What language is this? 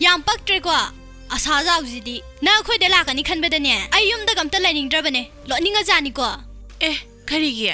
Manipuri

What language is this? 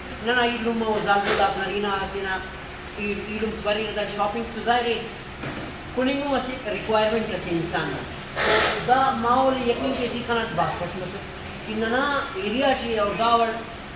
Brahui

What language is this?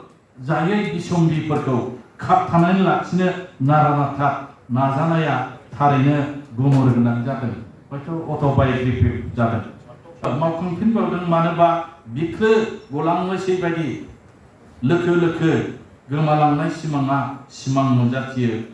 Bodo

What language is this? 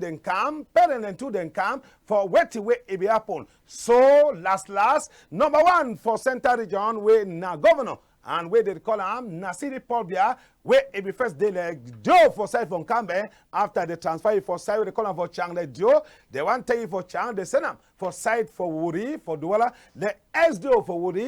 Cameroon Pidgin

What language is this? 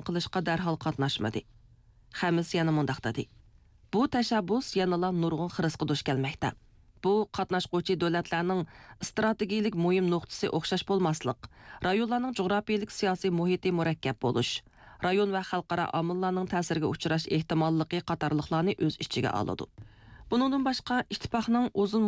Uyghur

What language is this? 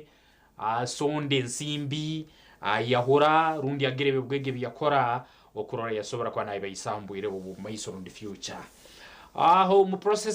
Nyankole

